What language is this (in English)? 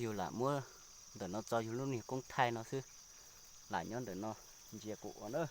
Hmong